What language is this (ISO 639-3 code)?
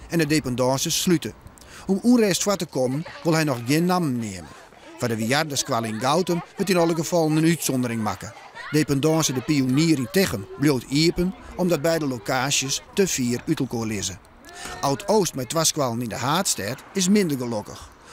fry